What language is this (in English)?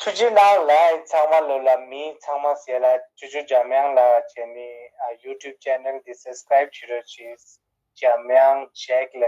Tibetan